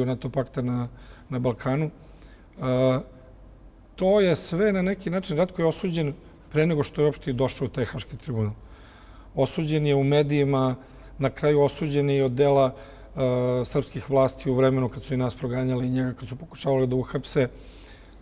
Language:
Serbian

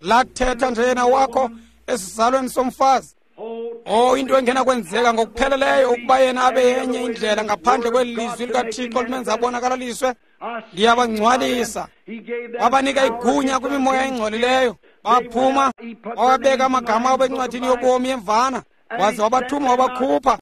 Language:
Xhosa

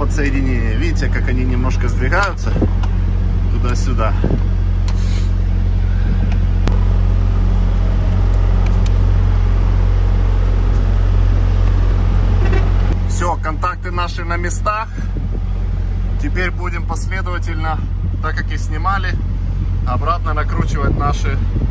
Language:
Russian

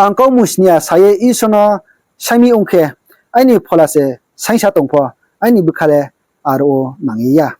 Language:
Riang (India)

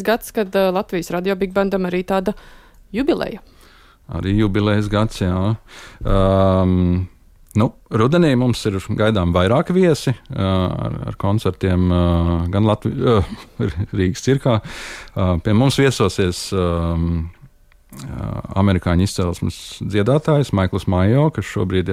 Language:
Latvian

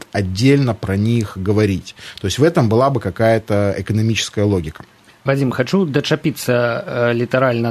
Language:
Belarusian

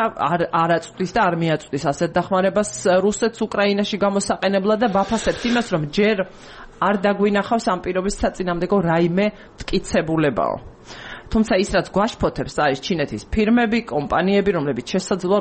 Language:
Georgian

